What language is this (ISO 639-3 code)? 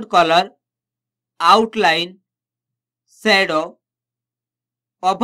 ori